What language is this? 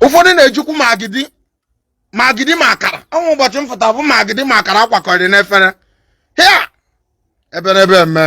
Igbo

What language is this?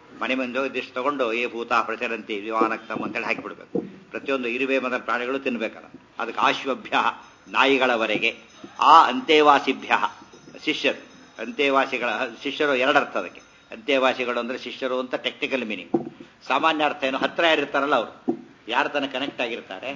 Kannada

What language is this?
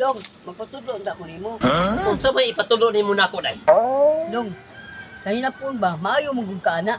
Cebuano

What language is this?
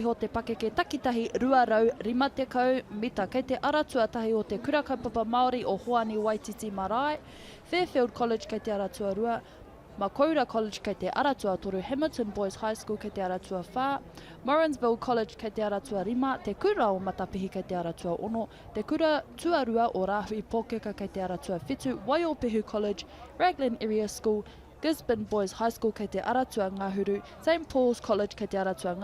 Māori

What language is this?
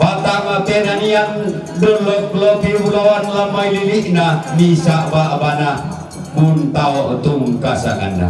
Toraja-Sa'dan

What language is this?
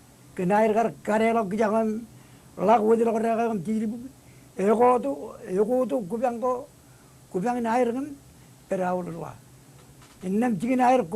Marshallese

